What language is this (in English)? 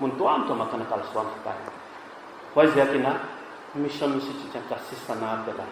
Paite Chin